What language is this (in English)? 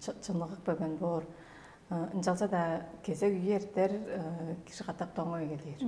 Tuvinian